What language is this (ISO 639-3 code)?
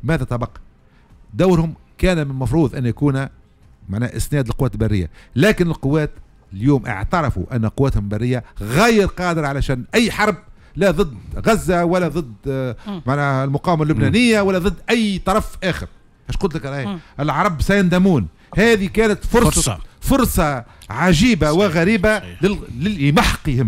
aeb